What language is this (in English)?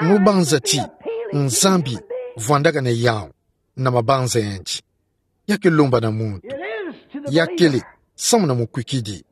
Kituba (Democratic Republic of Congo)